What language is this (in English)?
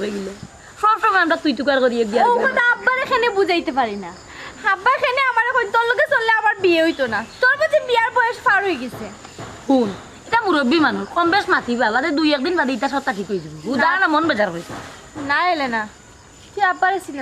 Sylheti